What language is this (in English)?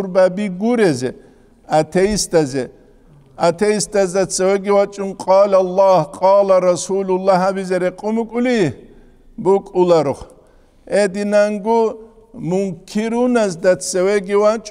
Avaric